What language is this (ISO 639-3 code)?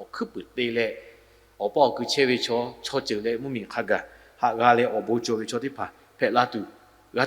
lhu